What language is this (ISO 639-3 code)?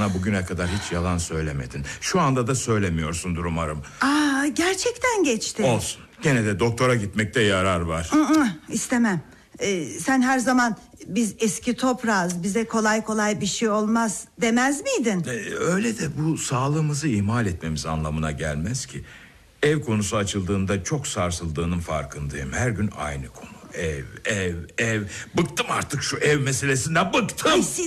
tur